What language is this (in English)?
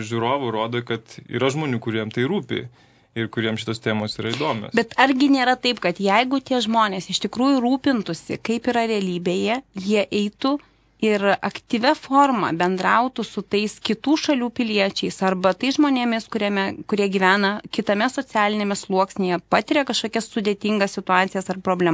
Lithuanian